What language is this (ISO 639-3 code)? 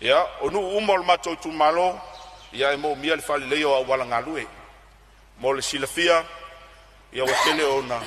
smo